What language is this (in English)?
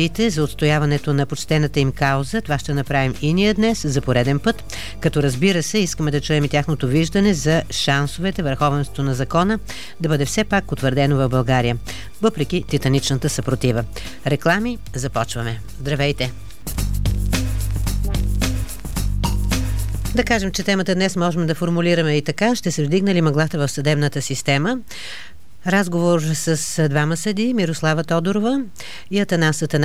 Bulgarian